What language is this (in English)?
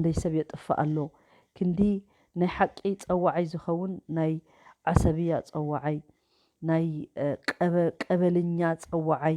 Tigrinya